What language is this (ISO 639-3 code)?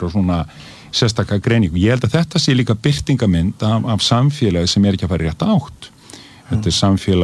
isl